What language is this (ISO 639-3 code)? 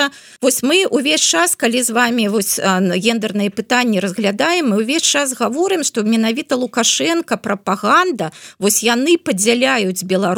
bel